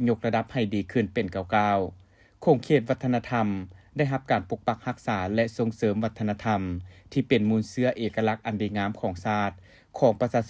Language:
Lao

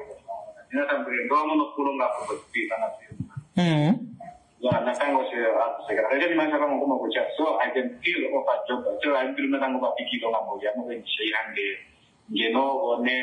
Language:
Swahili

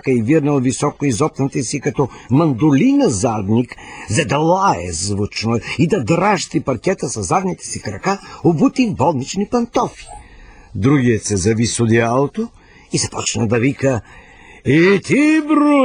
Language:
Bulgarian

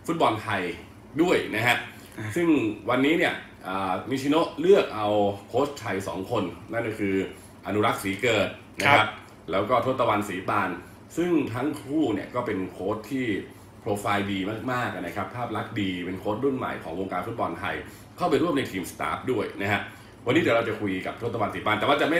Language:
Thai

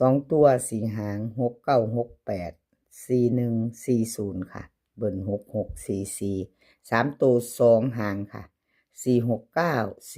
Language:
Northeastern Thai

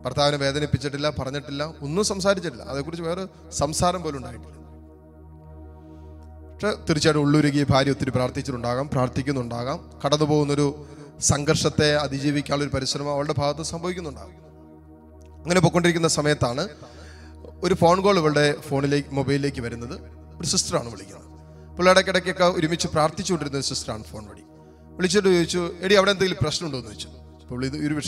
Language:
Malayalam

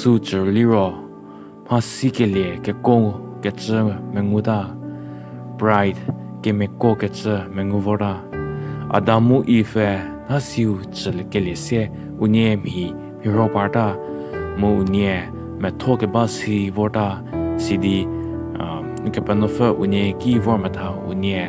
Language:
Angami Naga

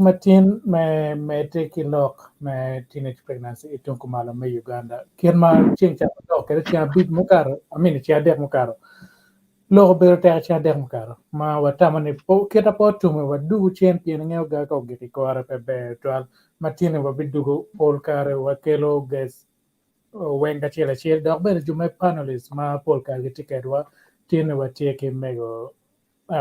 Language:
Acoli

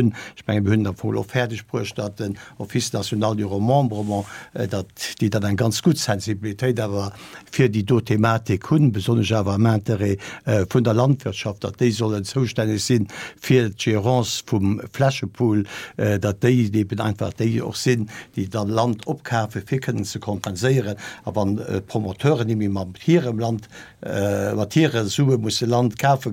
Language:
Luxembourgish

